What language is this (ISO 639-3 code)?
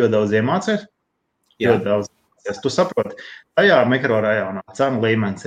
lav